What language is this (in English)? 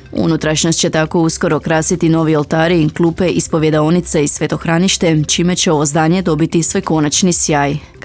Croatian